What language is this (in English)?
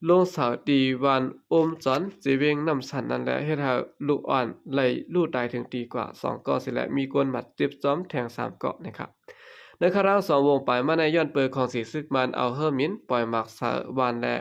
Shan